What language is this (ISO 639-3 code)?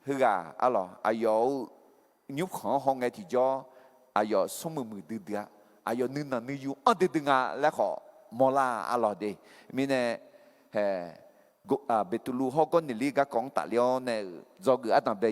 ahk